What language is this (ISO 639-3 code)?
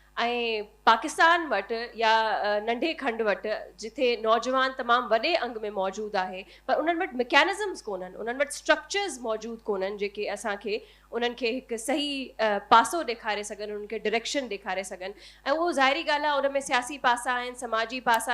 snd